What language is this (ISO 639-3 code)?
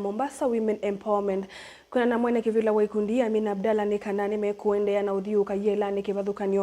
kam